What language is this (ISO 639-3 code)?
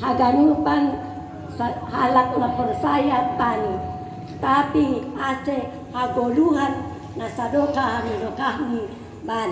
bts